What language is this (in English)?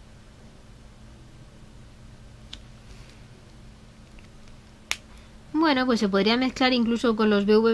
Spanish